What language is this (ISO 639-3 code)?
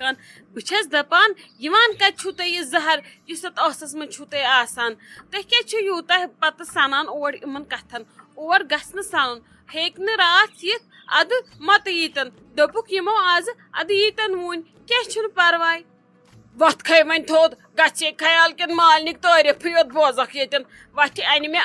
kas